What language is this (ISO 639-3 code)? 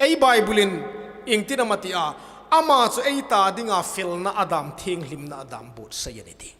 hmr